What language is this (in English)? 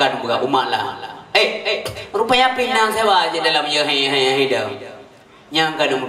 Achinese